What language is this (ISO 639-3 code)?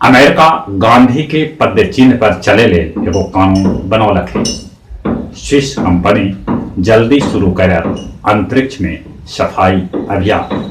mag